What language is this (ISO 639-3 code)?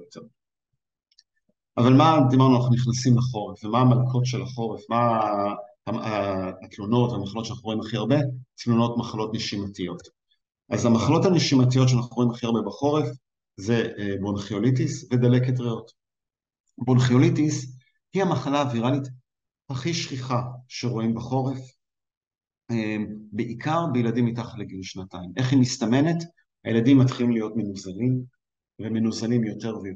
heb